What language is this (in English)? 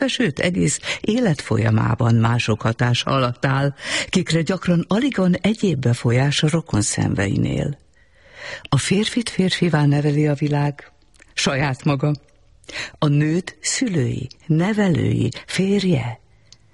Hungarian